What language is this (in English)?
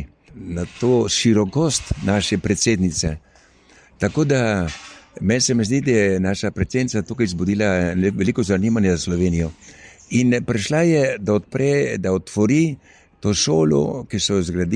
Slovenian